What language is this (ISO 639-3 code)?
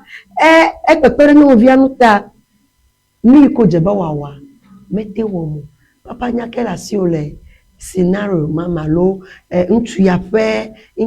ewe